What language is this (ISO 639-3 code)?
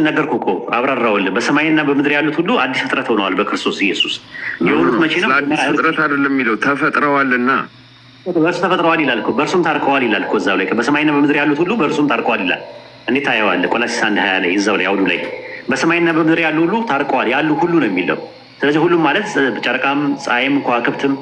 amh